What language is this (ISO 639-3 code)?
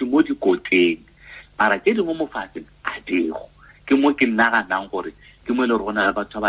nso